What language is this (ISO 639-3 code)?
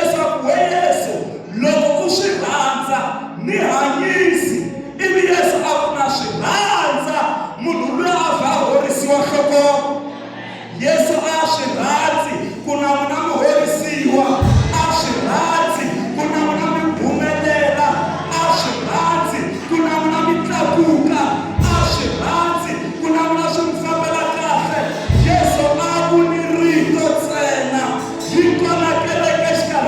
tso